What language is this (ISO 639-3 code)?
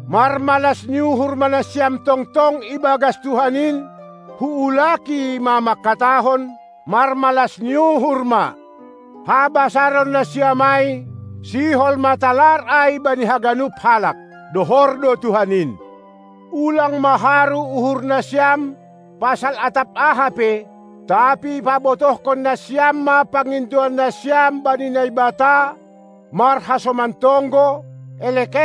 bts